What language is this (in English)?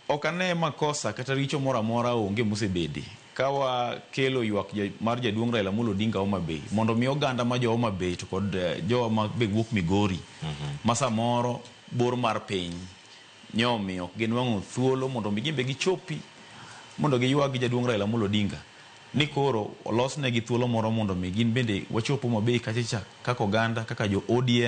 Luo (Kenya and Tanzania)